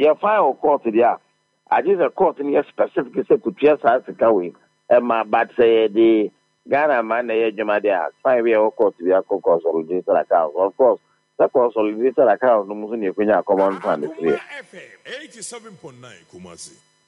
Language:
Akan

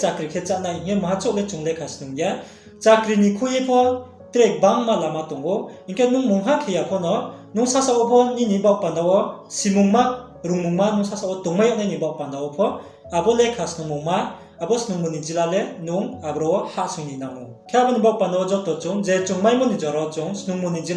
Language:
Riang (India)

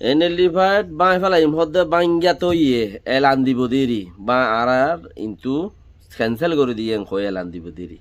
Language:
Rohingya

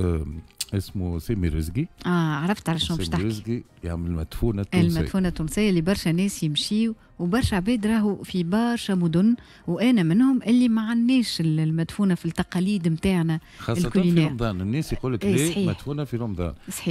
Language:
Tunisian Arabic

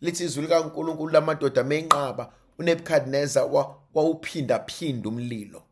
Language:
Zulu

